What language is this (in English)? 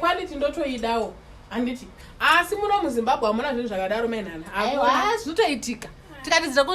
Shona